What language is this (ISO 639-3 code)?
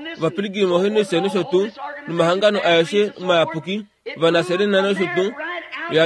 kua